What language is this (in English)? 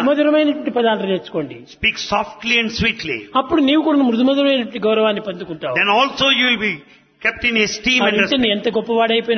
Telugu